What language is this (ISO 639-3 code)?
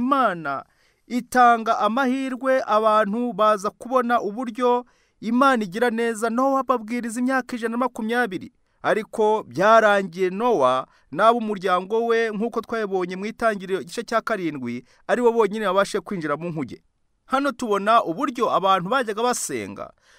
kin